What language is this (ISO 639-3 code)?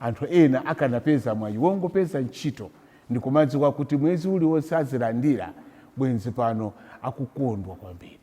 nya